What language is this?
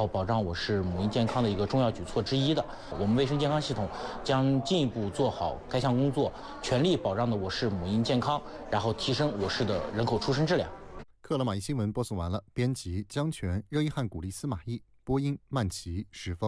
Chinese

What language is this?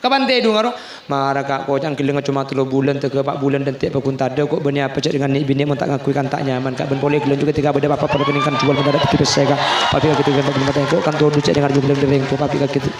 Madurese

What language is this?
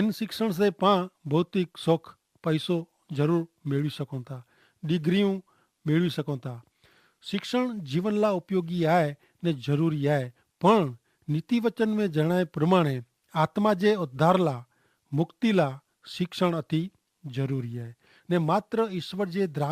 Kachhi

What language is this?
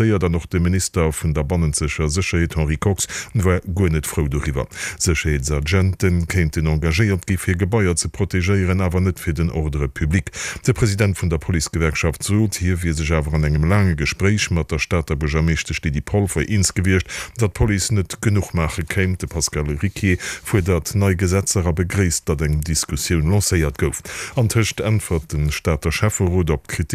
Luxembourgish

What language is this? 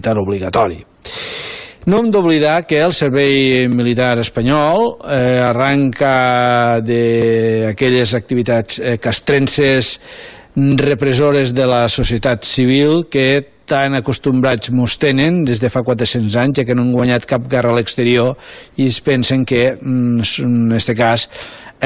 Catalan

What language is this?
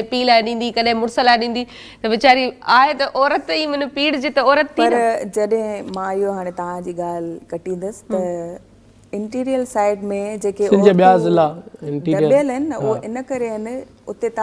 Sindhi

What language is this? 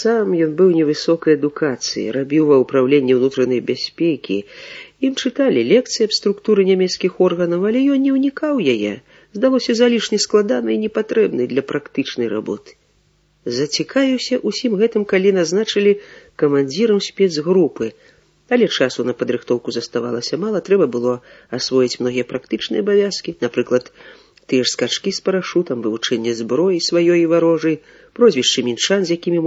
Belarusian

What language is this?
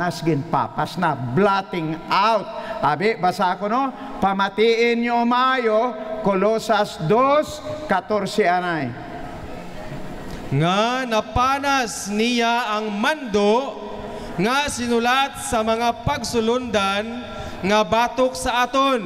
Hiligaynon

